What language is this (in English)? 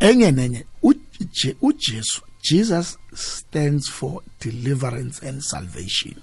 South Ndebele